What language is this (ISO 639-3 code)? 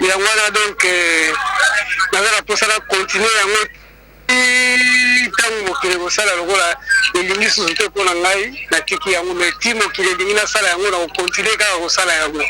lin